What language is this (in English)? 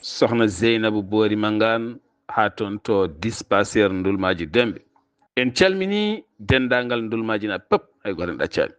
Fula